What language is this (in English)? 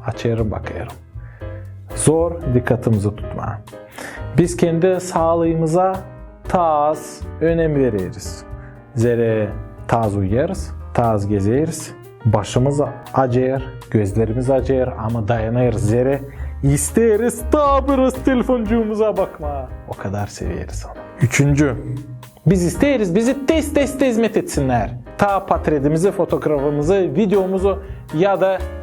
Gagauz